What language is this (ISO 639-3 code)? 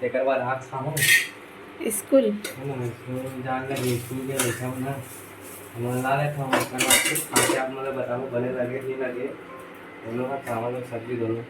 hne